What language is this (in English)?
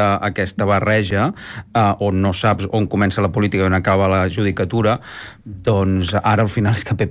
Catalan